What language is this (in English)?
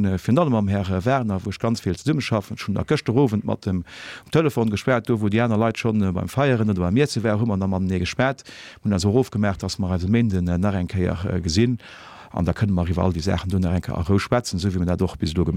Luxembourgish